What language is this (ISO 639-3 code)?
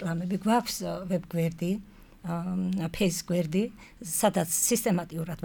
kat